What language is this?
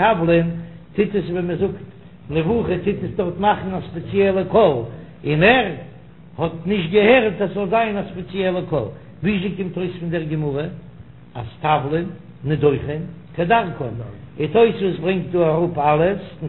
Yiddish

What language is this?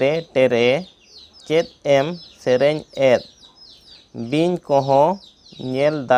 Santali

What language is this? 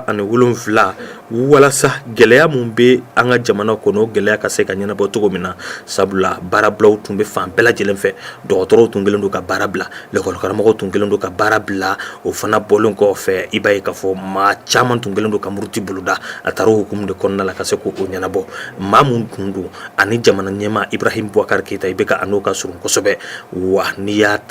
Bambara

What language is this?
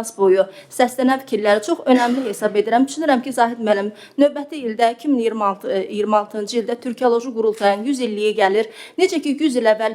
Azerbaijani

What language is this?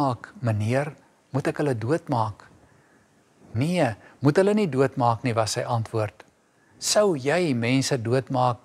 Afrikaans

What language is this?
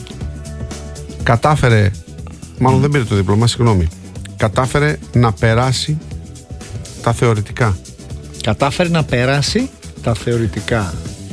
Greek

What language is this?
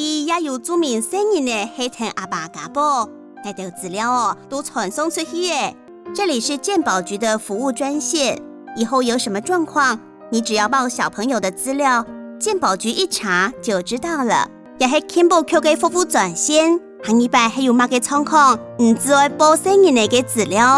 Hakka Chinese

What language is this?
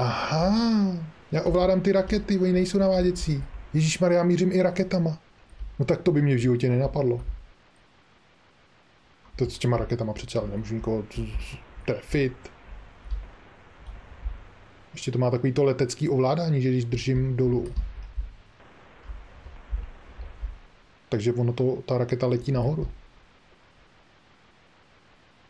Czech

